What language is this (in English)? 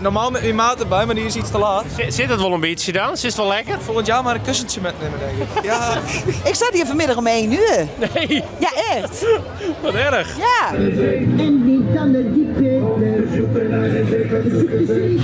Western Frisian